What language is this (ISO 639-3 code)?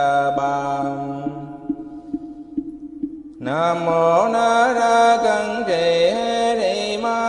vie